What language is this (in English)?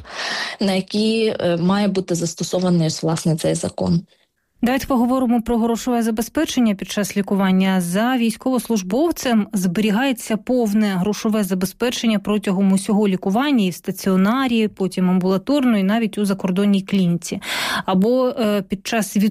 Ukrainian